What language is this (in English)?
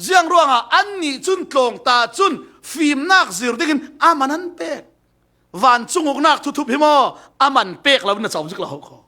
Falam Chin